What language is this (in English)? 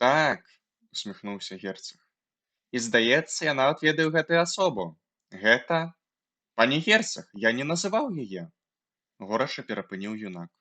Belarusian